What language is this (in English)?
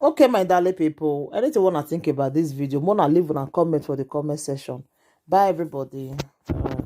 Nigerian Pidgin